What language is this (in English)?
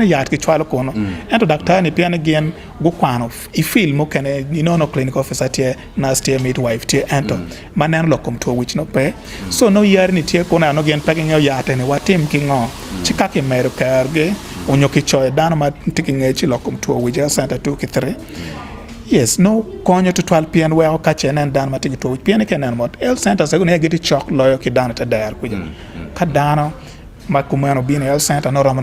Acoli